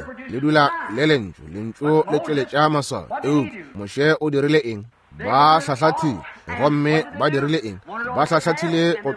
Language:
Northern Sotho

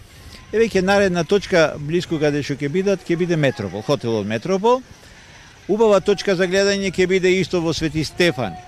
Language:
Macedonian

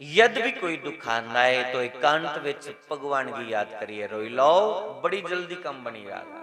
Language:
Dogri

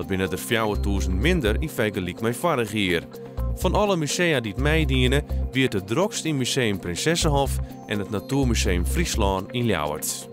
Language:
Western Frisian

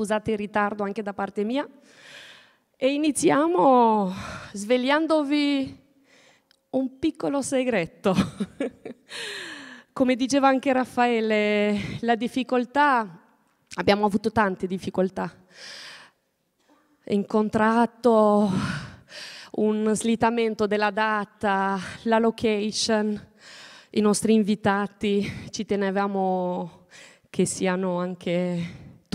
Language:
Italian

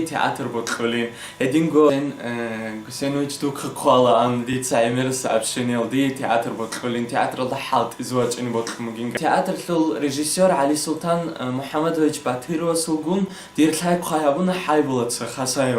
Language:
Avaric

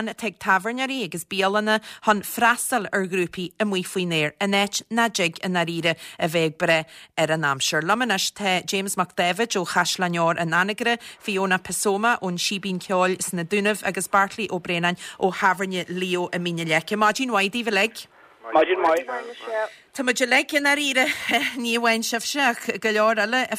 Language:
Irish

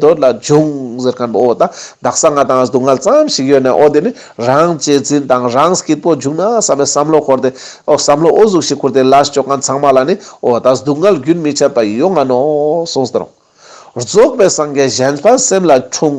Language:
Ladakhi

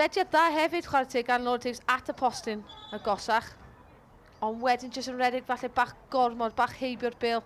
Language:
Welsh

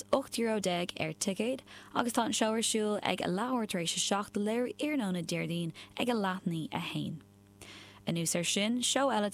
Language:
Irish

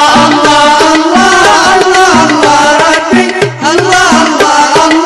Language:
Arabic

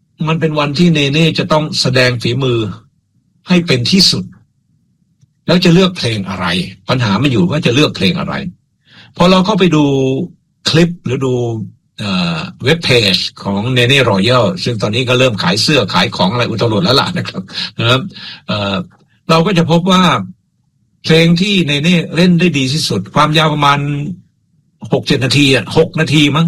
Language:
Thai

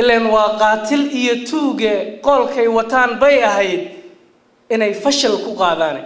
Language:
Somali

